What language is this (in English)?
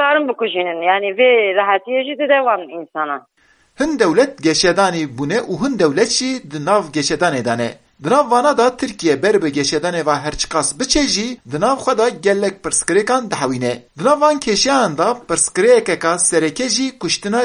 Kurdish